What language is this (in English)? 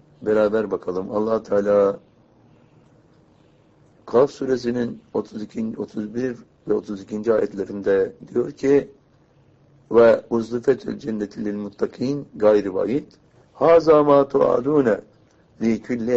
Turkish